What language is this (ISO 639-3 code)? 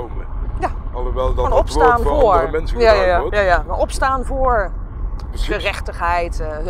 nld